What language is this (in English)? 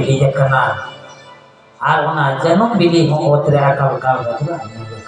Santali